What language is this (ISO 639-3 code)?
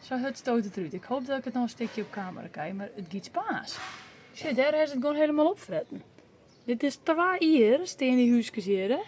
fry